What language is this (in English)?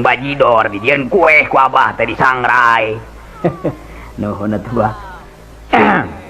Sundanese